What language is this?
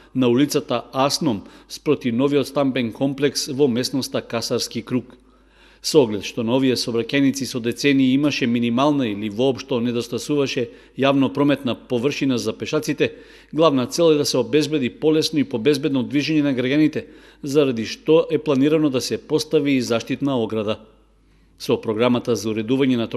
Macedonian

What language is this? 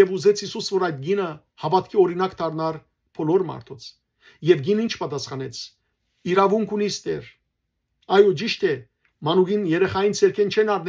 Western Armenian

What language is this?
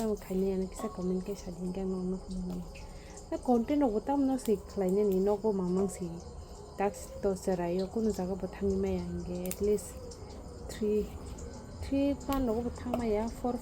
Kok Borok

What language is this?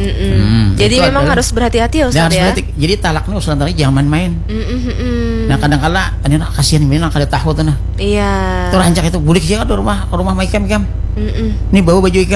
Banjar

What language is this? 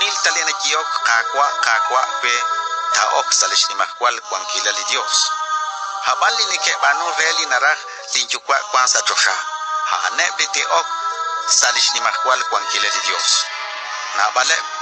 Kekchí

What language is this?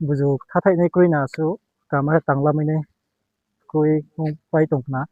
Riang (India)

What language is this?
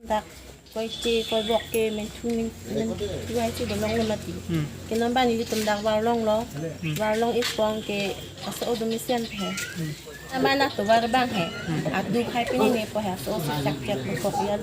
Karbi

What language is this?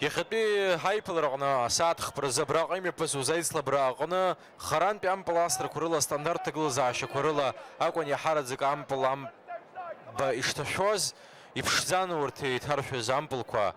Abkhazian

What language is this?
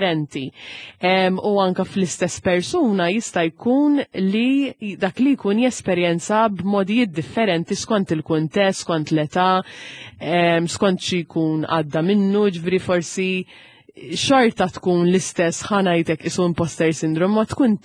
Maltese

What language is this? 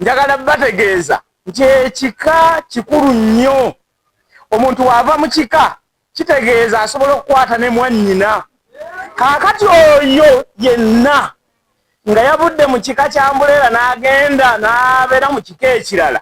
Ganda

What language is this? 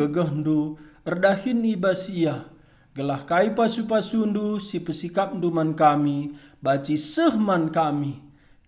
Batak Karo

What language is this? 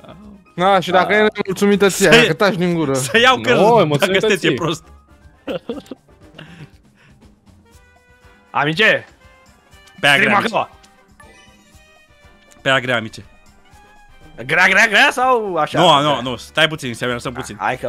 Romanian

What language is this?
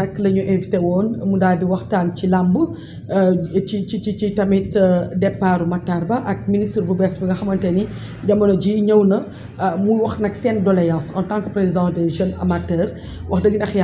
Wolof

